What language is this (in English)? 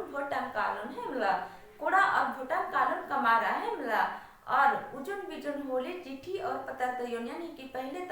Kurukh